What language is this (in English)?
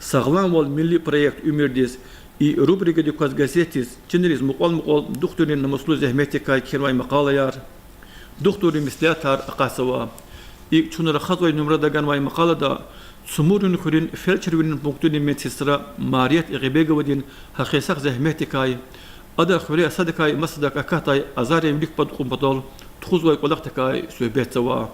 Lezghian